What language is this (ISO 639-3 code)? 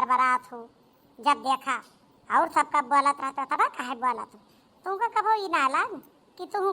awa